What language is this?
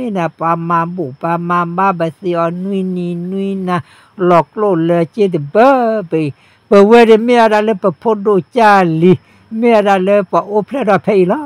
S'gaw Karen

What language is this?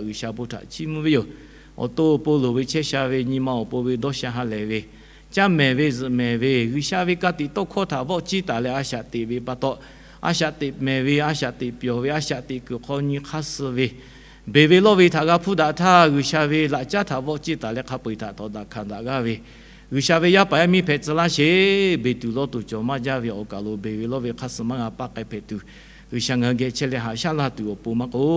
Lahu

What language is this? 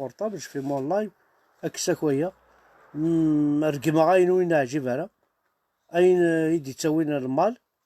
Kabyle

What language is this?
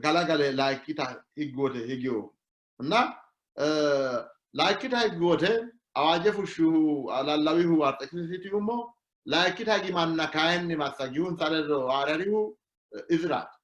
Sidamo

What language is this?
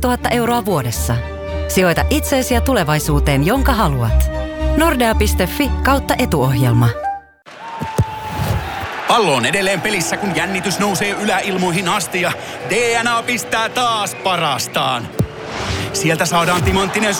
Finnish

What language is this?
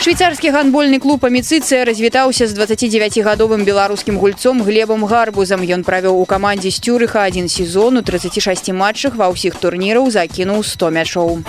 Belarusian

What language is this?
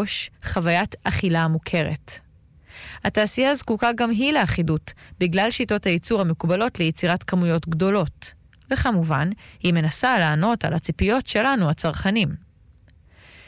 Hebrew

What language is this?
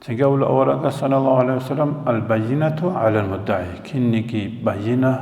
Avaric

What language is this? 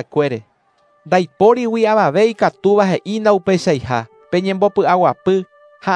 Guarani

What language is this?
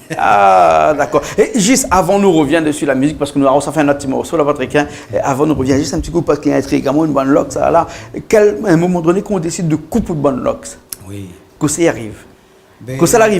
Réunion Creole French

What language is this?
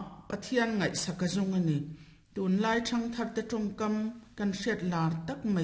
Mizo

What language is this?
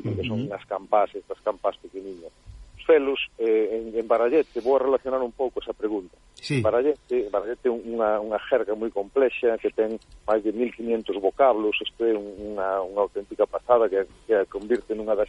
Galician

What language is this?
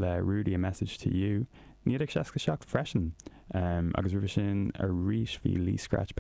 Irish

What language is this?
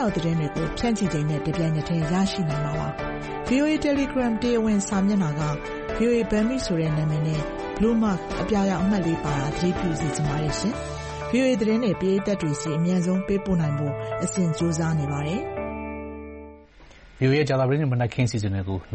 Burmese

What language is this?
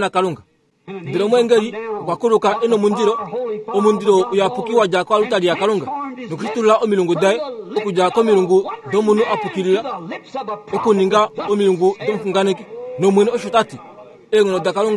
Kuanyama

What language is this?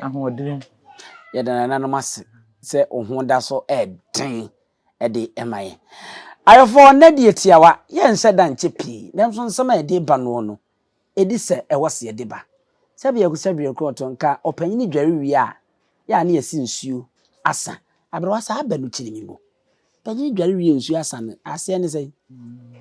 Akan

